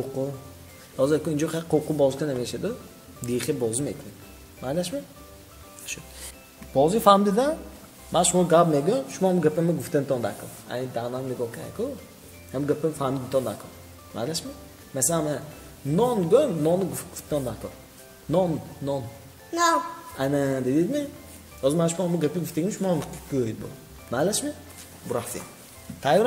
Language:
Tajik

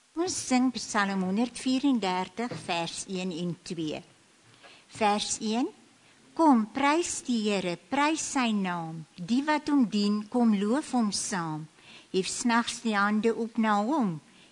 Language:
Afrikaans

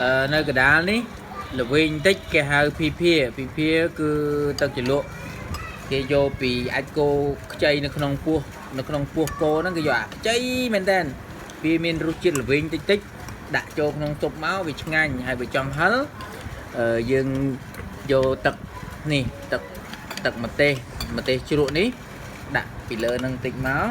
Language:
Khmer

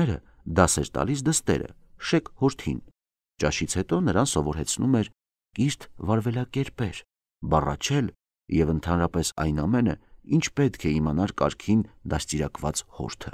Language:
Armenian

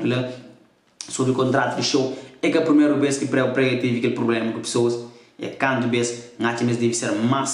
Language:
Kabuverdianu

